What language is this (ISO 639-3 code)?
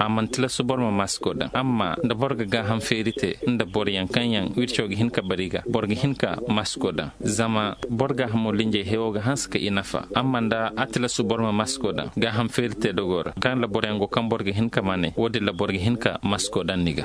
dje